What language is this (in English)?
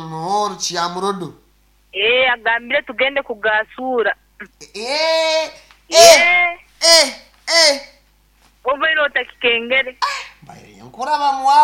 Nyankole